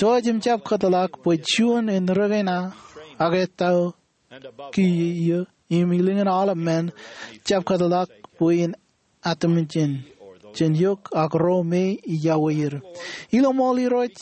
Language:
Marshallese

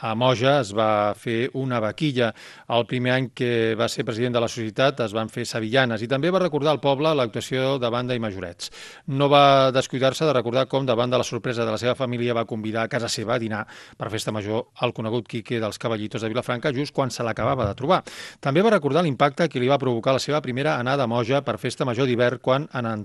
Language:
Catalan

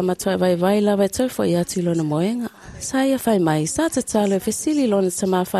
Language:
Samoan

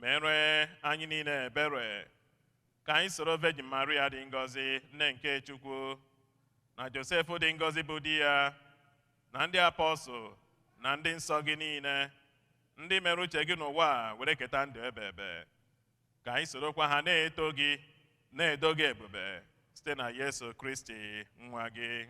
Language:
Igbo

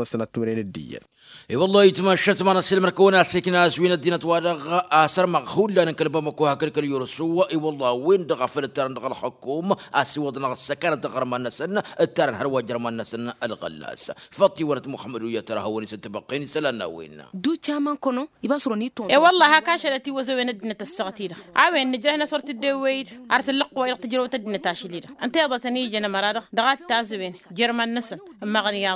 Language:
Tamasheq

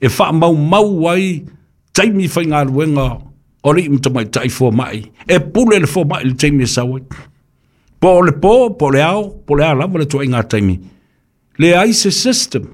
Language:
Samoan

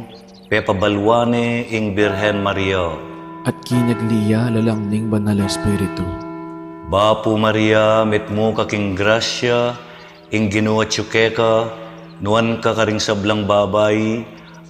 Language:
Pampanga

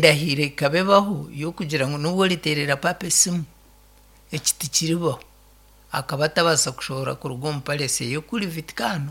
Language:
Nyankole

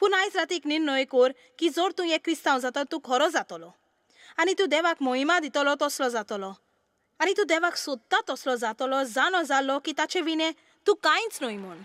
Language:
Konkani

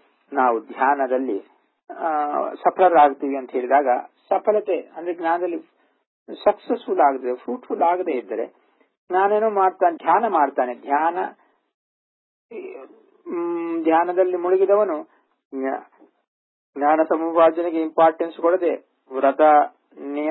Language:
Kannada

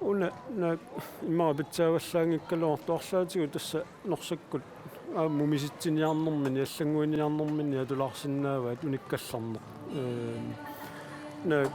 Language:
Kalaallisut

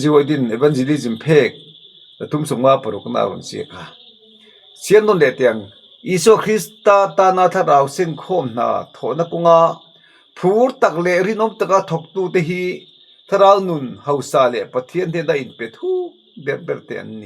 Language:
Mizo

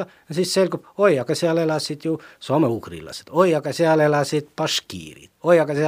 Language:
Estonian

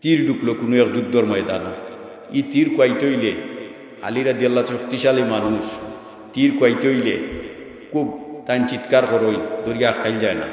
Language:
Sylheti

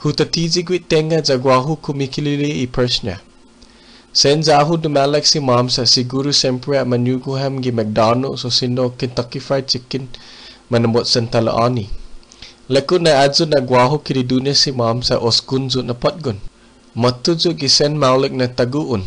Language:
Chamorro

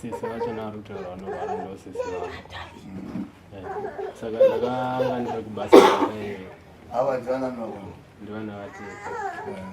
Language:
Shona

